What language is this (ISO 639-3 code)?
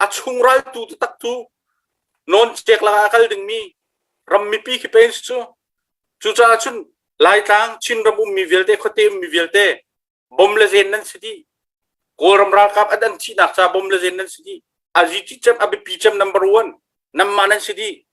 cnh